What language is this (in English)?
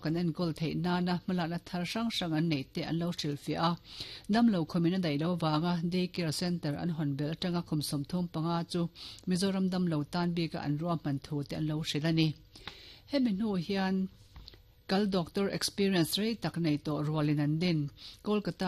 Mizo